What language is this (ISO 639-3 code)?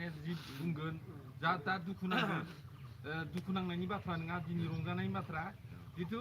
brx